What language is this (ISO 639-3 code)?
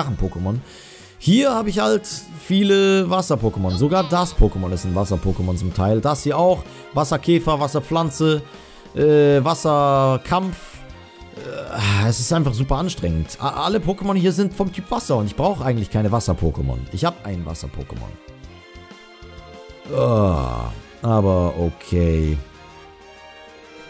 deu